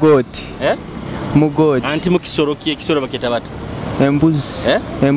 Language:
Nyoro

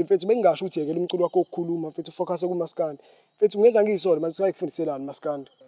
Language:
Zulu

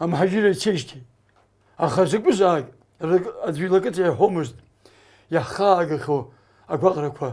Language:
Abkhazian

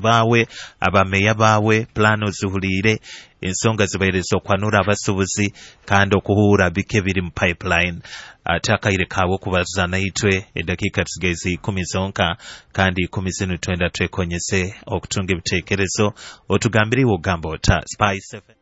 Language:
Nyoro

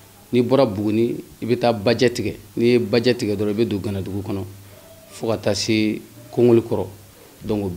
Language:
Bambara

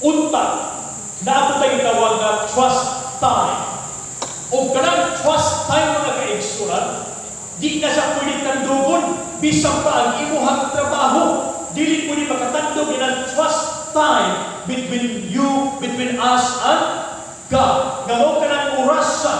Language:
Cebuano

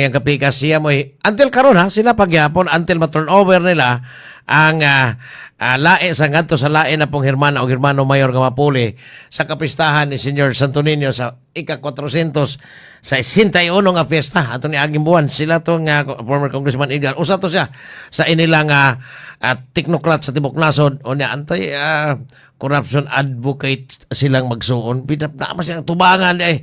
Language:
Cebuano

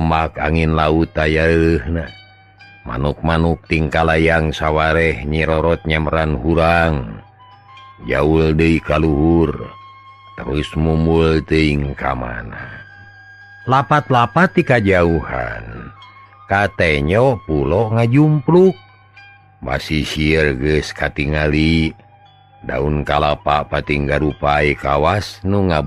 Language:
Sundanese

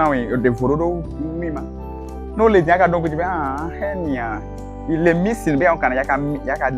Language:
Ewe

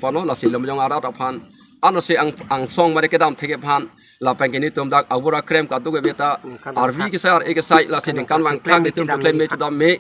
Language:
Karbi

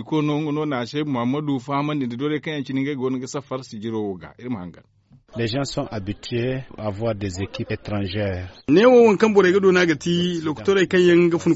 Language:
Zarma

